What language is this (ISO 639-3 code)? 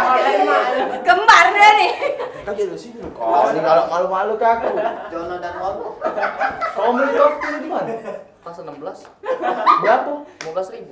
mui